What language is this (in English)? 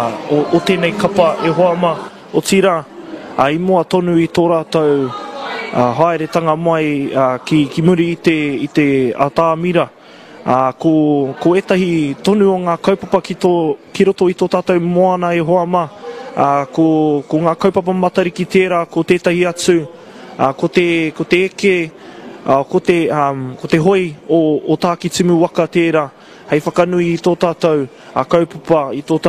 Māori